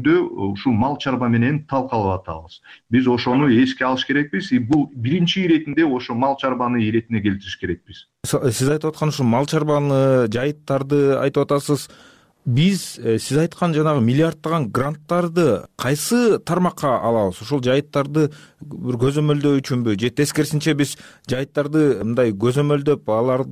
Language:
Kyrgyz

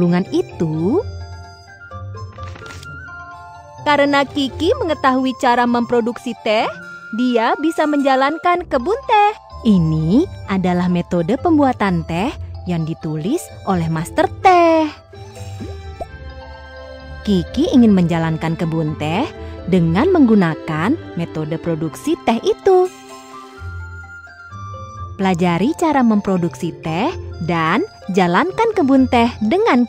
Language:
Indonesian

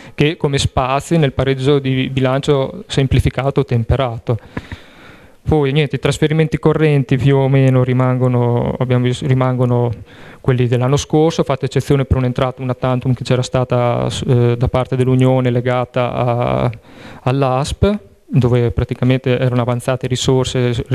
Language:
Italian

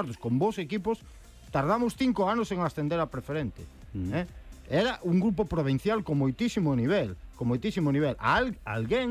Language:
Galician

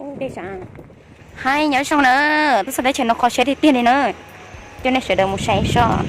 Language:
Hmong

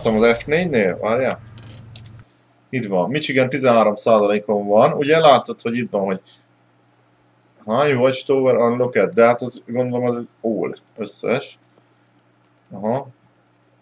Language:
Hungarian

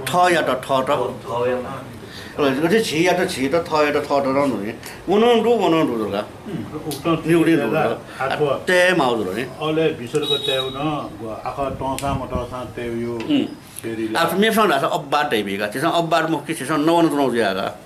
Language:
Newari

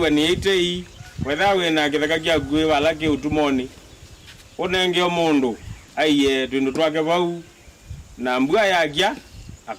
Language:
Kamba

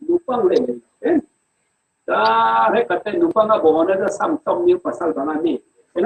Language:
Falam Chin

